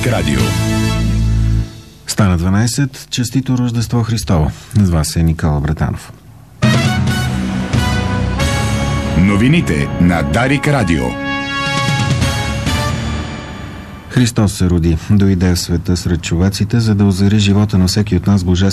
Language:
Bulgarian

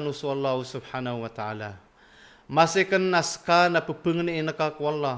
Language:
Maranao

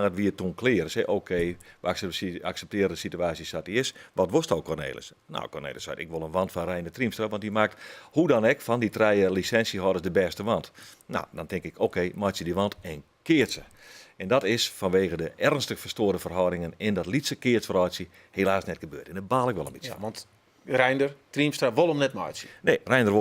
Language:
Western Frisian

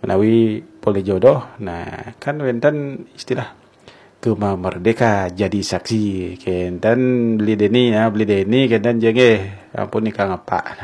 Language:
Balinese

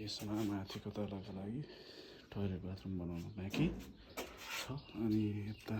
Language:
Nepali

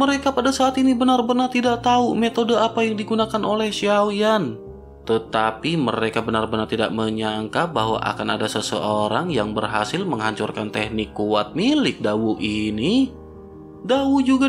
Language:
Indonesian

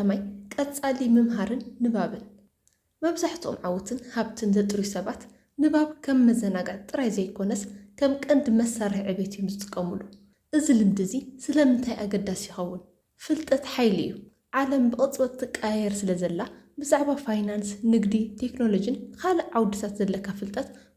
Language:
Tigrinya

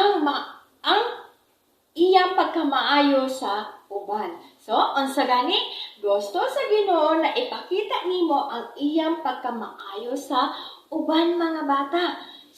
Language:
Cebuano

